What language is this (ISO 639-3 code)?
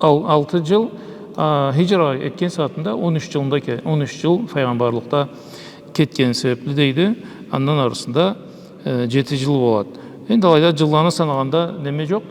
krc